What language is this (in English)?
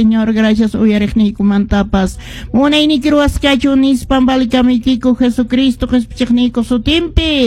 Quechua